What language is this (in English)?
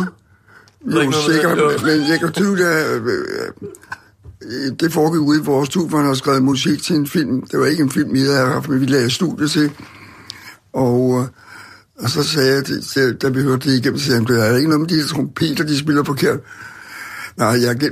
Danish